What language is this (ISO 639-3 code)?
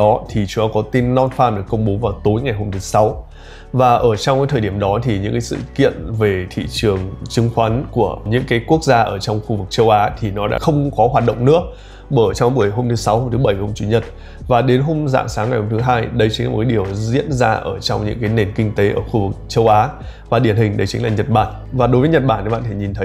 vie